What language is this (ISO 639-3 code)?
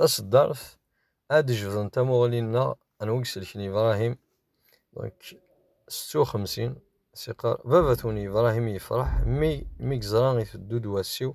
kab